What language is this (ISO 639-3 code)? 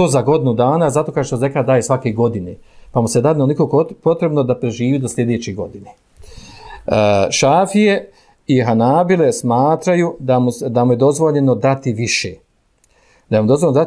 bos